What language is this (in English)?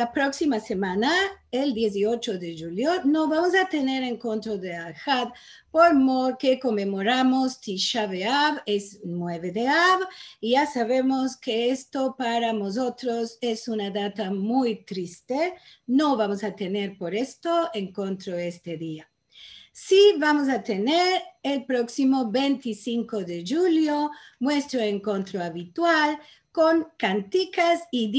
Ladino